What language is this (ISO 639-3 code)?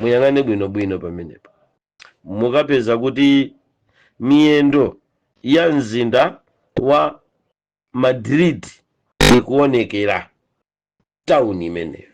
nya